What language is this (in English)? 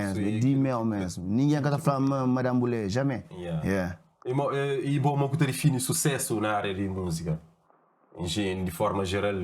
Kabuverdianu